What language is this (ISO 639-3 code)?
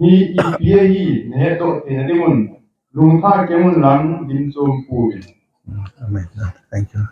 hmr